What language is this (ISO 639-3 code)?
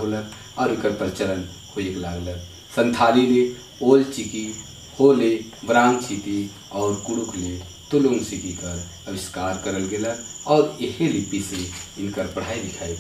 sck